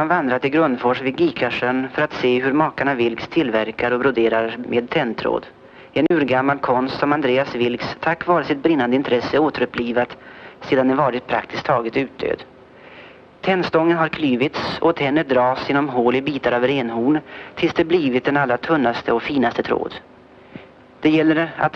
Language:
Swedish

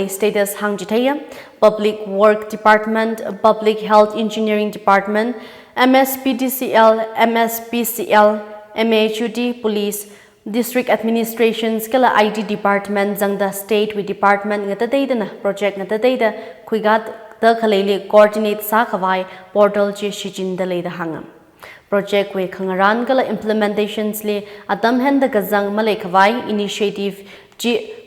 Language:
Tangkhul Naga (India)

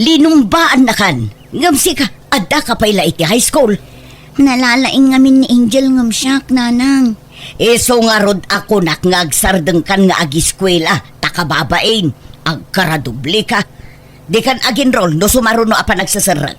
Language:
Iloko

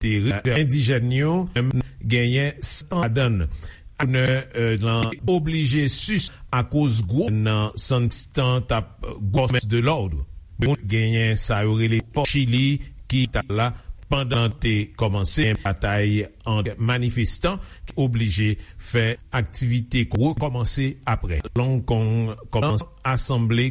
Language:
Haitian Creole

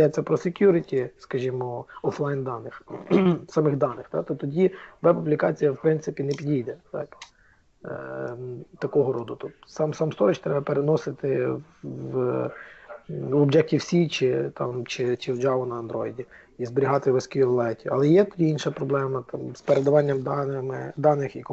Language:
Ukrainian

